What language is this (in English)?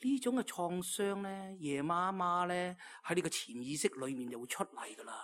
Cantonese